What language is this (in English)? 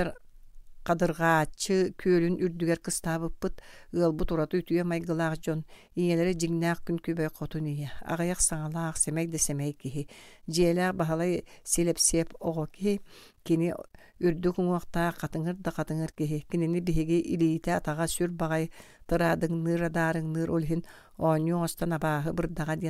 Yakut